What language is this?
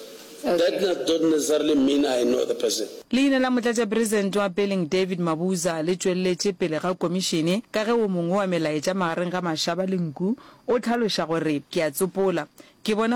Northern Sotho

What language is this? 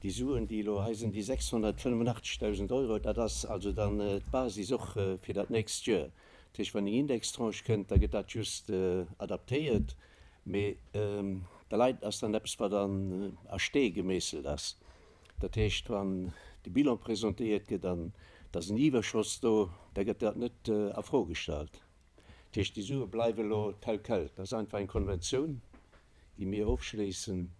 Luxembourgish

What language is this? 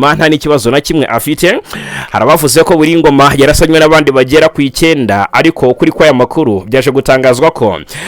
Kinyarwanda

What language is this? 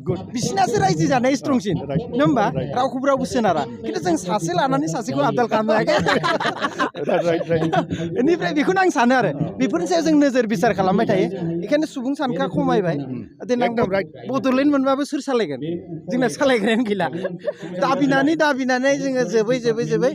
Bodo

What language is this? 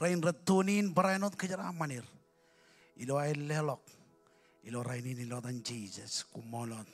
Marshallese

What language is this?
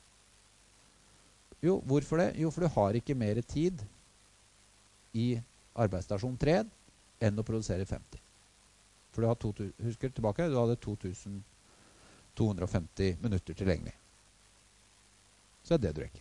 Norwegian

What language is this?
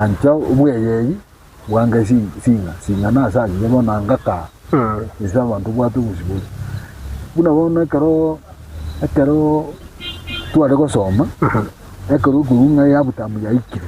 Gusii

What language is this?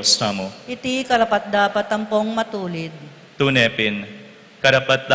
Pampanga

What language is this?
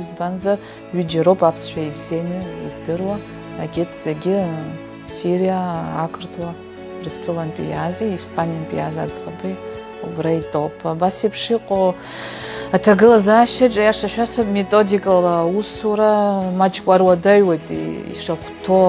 Abkhazian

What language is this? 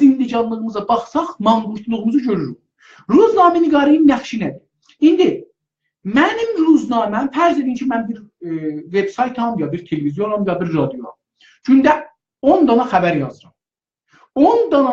South Azerbaijani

